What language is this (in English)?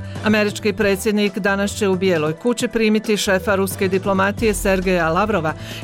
Bosnian